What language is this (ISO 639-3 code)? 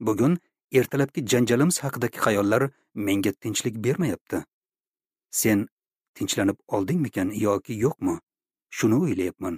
uzb